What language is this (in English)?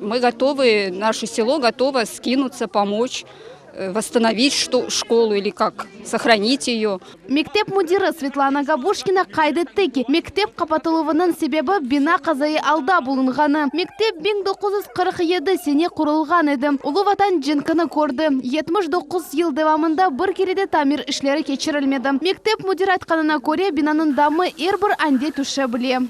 Crimean Tatar